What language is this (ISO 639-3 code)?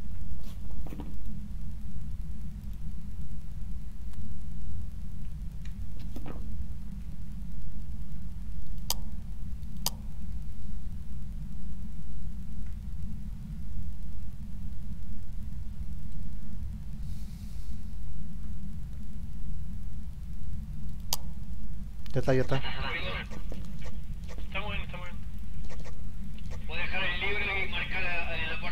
spa